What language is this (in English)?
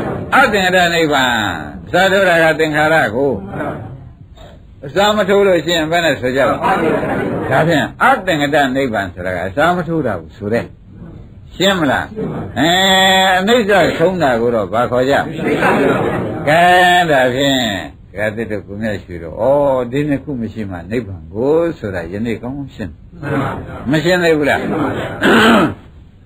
Burmese